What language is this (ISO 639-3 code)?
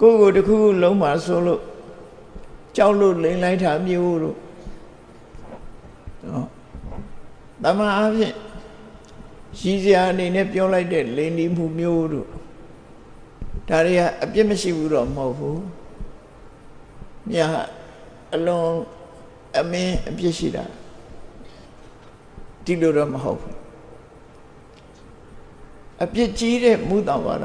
mya